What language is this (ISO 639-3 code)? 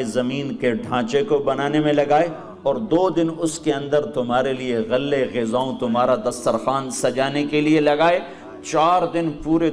urd